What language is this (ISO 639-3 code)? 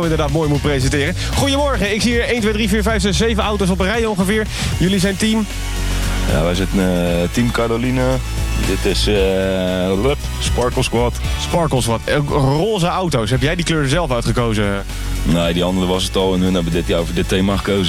nld